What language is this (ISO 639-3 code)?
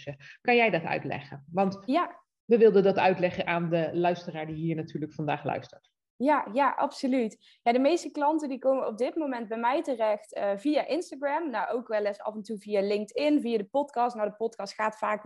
nld